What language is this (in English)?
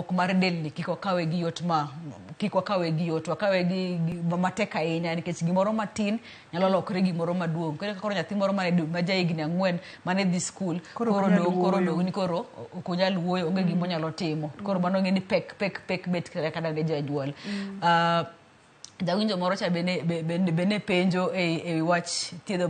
Luo (Kenya and Tanzania)